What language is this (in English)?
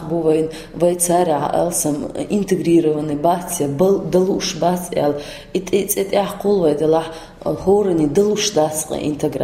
Chechen